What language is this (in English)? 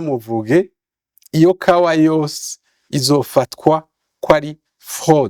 Rundi